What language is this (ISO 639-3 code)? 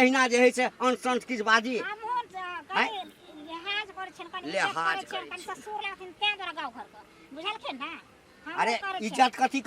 mai